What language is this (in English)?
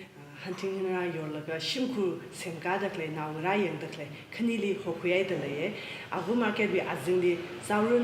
Tangkhul Naga (India)